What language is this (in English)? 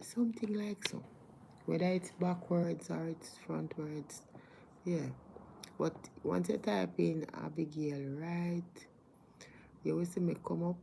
Jamaican Creole English